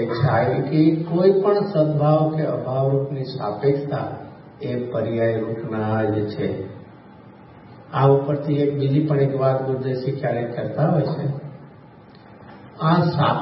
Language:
Gujarati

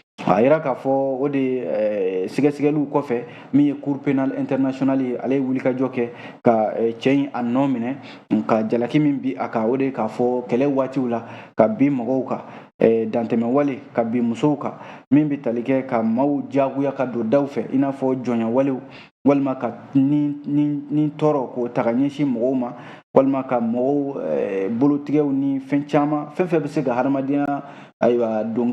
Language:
Bambara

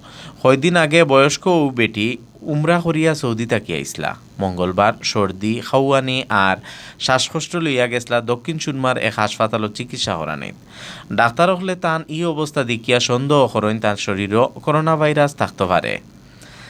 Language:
Sylheti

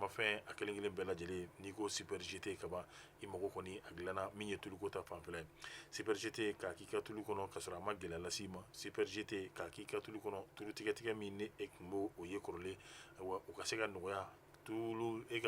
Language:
Bambara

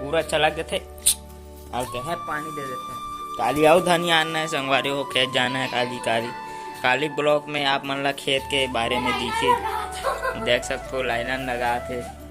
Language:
Chhattisgarhi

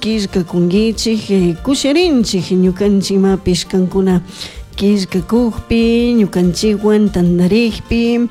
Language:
Chimborazo Highland Quichua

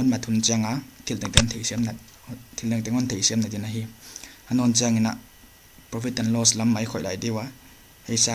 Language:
Paite Chin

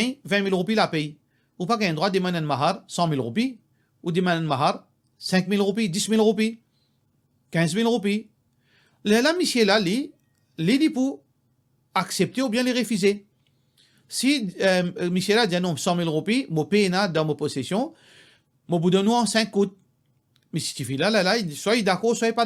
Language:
Morisyen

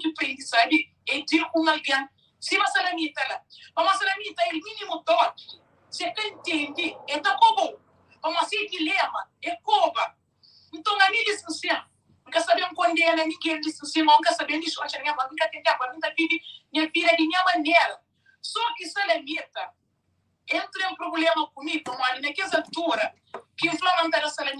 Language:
Kabuverdianu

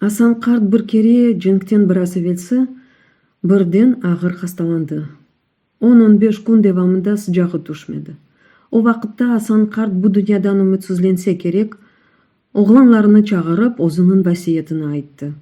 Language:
Crimean Tatar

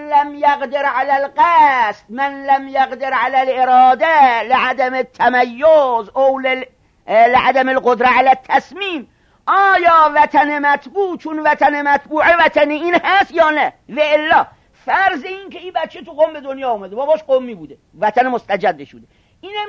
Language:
Persian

